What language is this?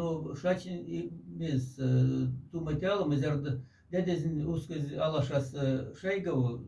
Moksha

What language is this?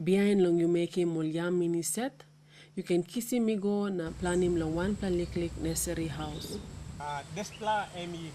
Tok Pisin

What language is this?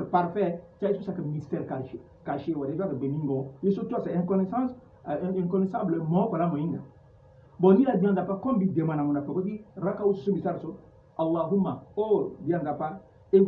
Sango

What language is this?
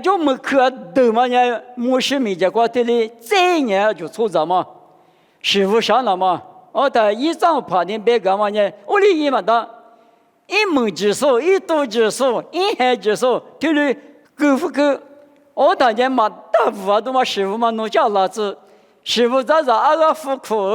Lisu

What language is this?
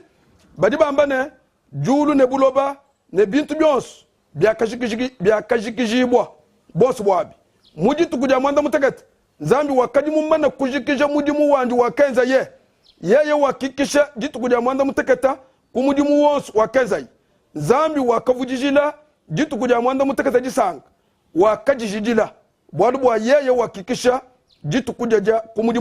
Luba-Lulua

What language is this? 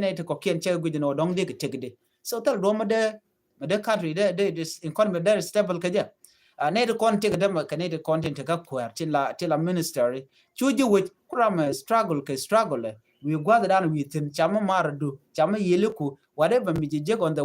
Nuer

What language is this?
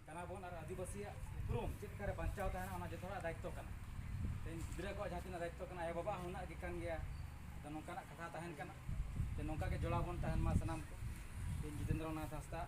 Santali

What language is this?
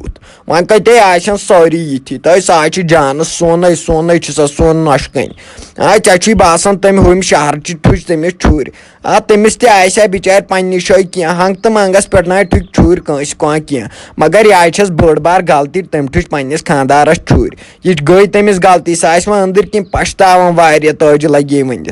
Kashmiri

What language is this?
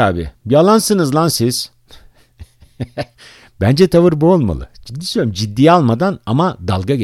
Turkish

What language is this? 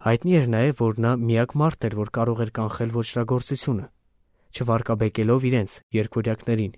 Armenian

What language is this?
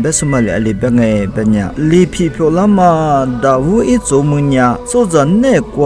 Lisu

